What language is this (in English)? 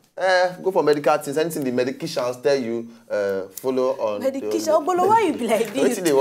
Nigerian Pidgin